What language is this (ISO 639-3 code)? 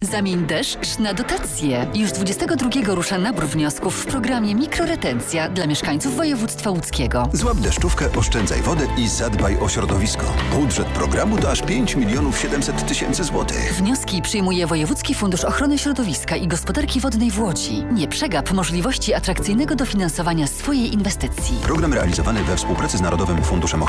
pol